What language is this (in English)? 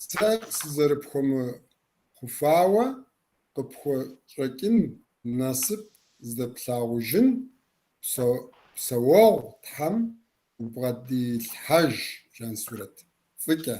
Kabardian